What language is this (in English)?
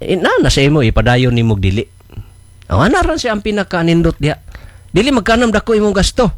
Cebuano